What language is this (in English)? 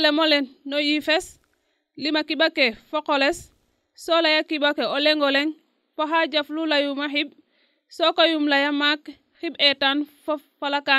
Serer